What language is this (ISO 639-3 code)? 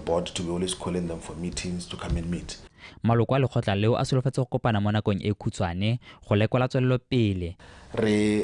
tsn